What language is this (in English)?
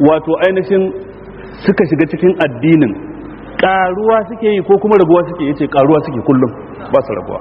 Hausa